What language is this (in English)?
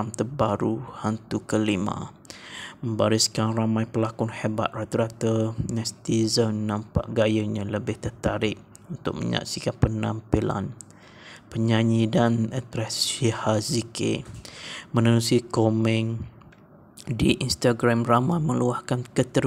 Malay